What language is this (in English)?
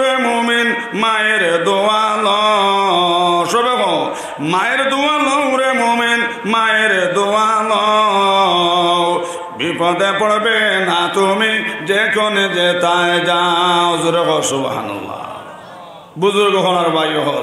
Sylheti